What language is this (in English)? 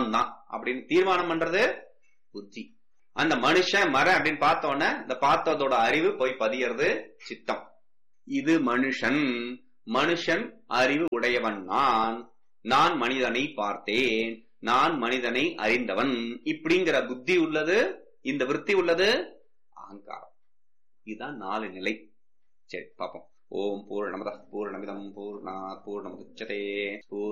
Tamil